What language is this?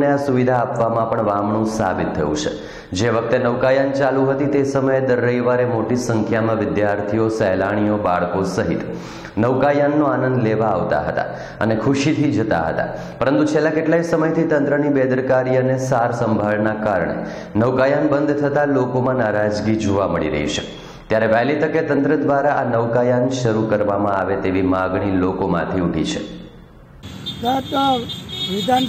Gujarati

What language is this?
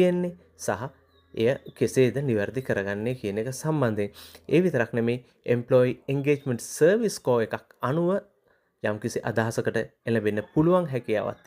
Sinhala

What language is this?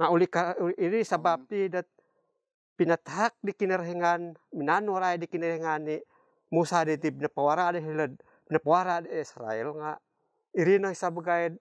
Central Dusun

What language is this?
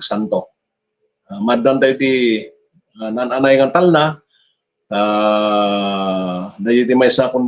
Iloko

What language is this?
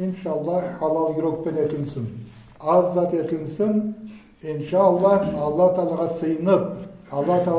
Nogai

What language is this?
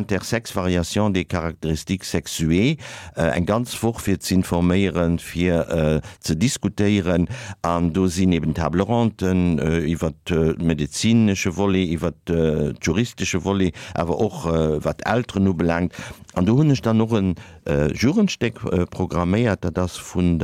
Luxembourgish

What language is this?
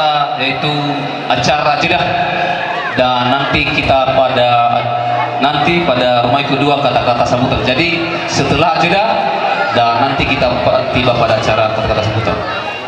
Nias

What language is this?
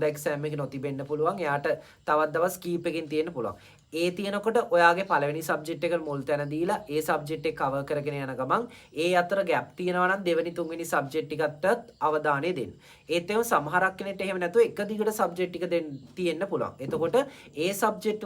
Sinhala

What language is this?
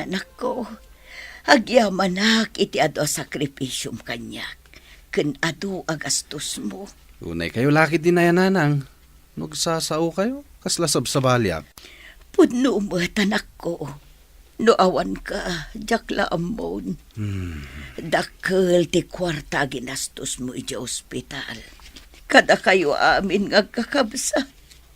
Iloko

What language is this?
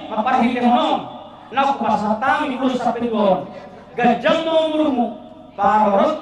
Batak Toba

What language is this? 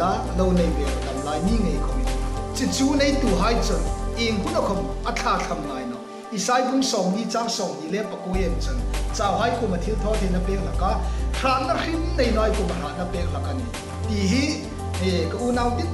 Hmar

